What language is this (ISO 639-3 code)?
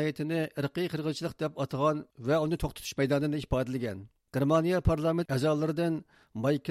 uig